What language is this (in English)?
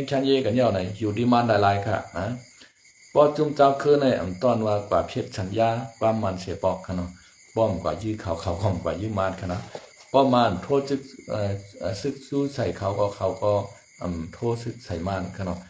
Shan